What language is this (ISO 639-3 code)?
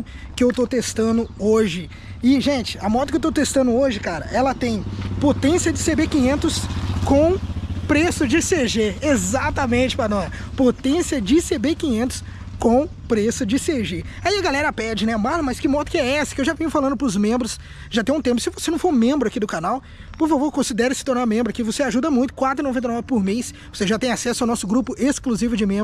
por